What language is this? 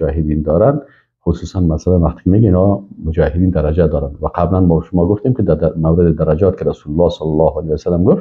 Persian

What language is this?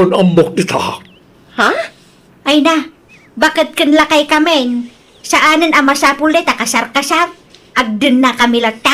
Iloko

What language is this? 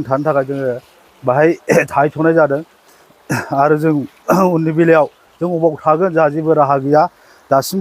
Bodo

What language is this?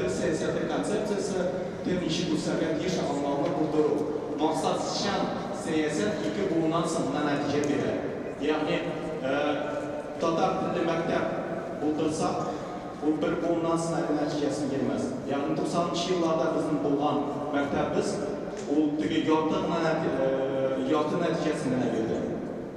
Tatar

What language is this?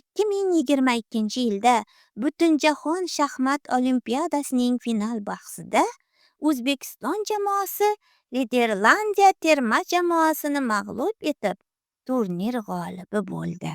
Uzbek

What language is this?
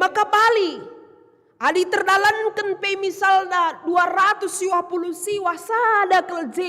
Batak Karo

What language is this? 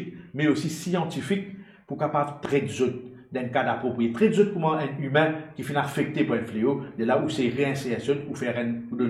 Morisyen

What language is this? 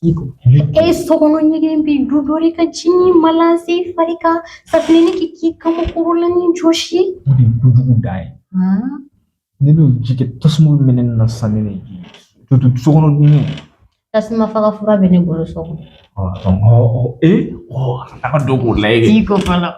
Bambara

